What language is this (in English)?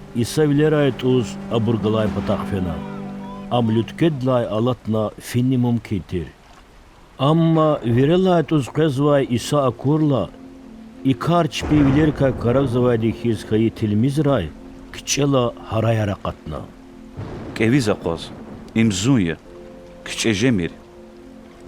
Lezghian